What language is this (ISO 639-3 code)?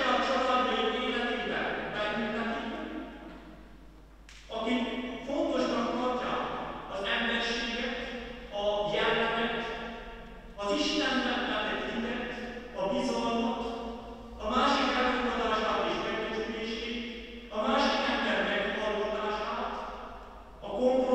hun